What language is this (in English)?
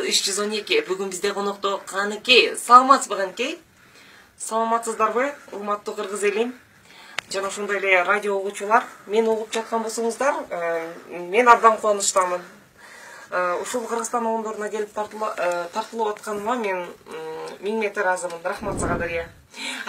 Kyrgyz